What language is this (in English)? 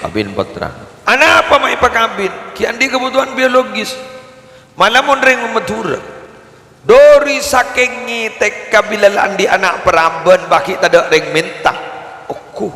Madurese